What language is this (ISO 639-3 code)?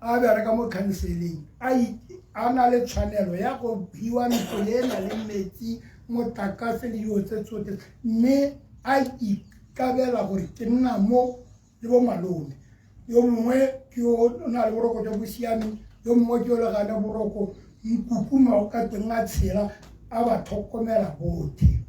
tsn